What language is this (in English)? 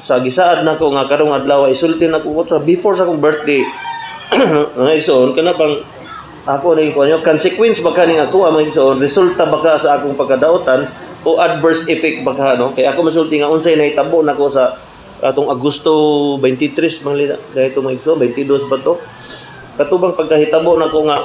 Cebuano